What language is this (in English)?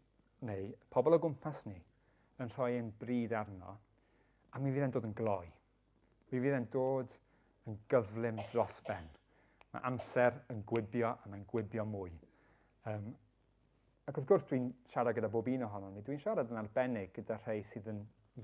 Welsh